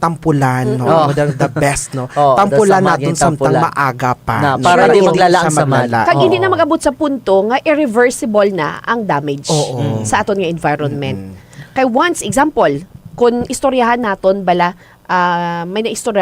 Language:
Hiligaynon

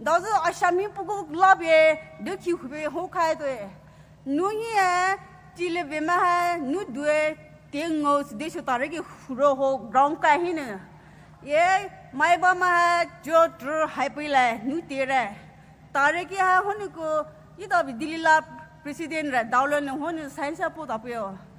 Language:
Poumei Naga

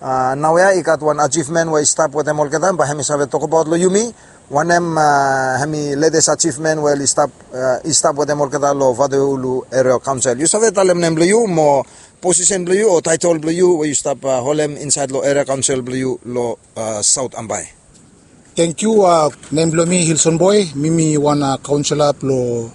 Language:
Bislama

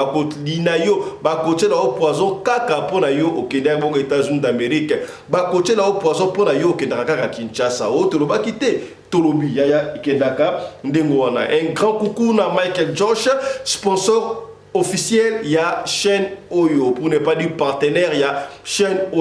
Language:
Lingala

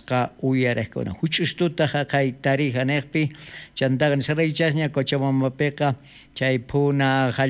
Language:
South Bolivian Quechua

